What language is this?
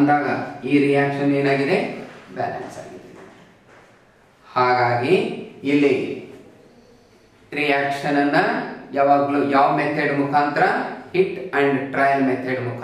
Kannada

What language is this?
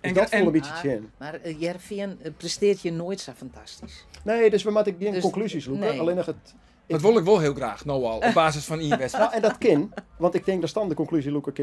Western Frisian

